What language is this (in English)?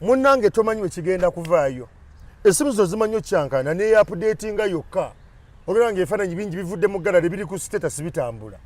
Ganda